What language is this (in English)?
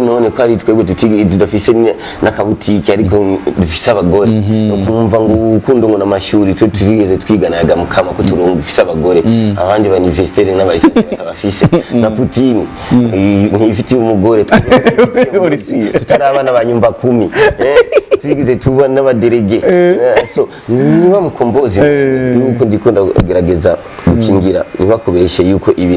Rundi